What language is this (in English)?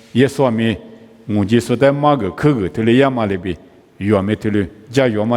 Lisu